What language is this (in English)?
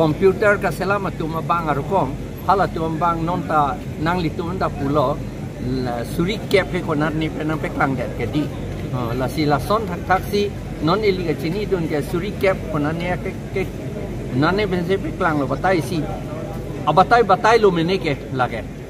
Karbi